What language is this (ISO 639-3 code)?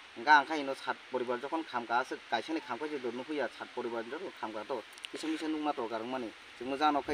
trp